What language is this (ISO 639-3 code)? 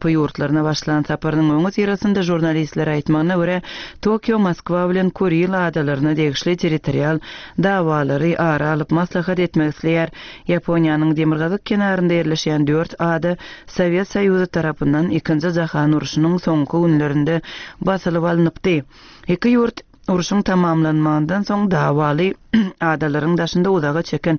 tuk